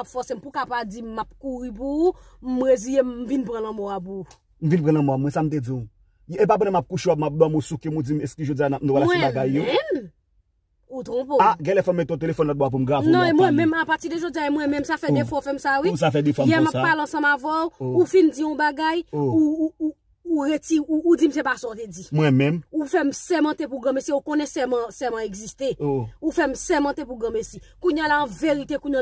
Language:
Haitian Creole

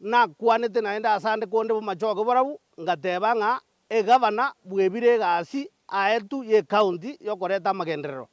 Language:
Gusii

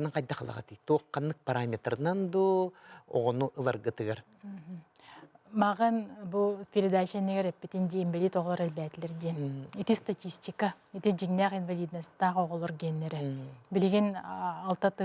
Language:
Yakut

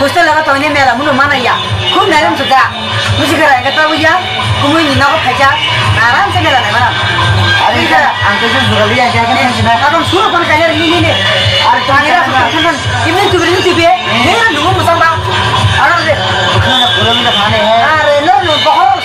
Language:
Kok Borok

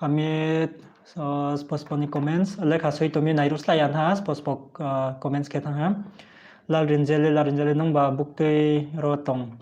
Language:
Riang (India)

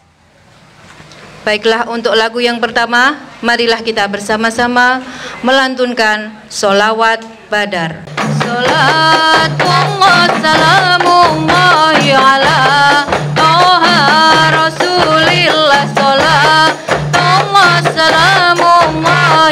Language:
Indonesian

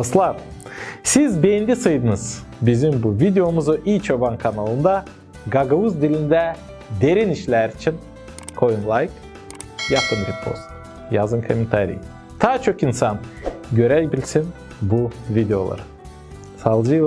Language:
Gagauz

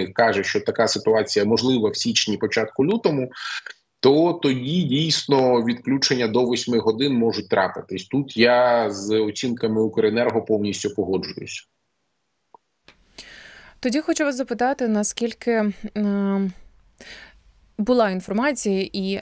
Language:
Ukrainian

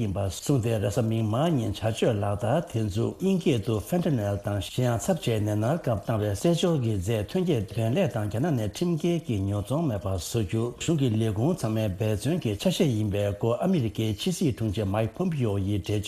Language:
Tibetan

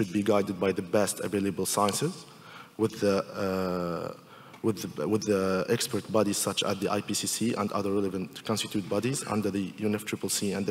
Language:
English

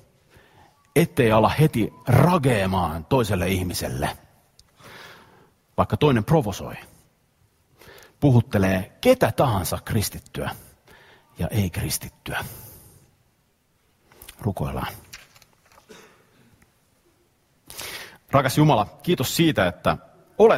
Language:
Finnish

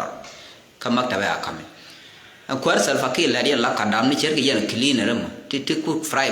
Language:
Nuer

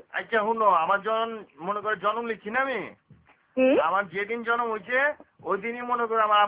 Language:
Bangla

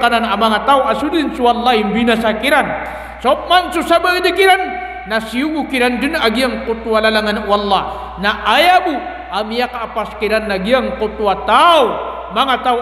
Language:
Maranao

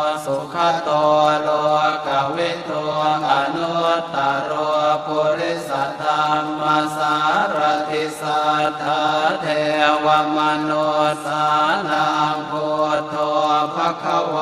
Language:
Pali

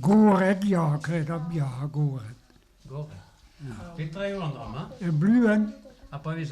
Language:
Breton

